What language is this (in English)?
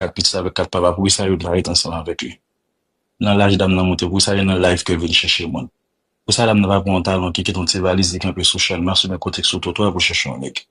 Haitian Creole